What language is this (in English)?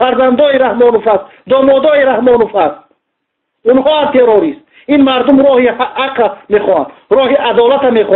Tajik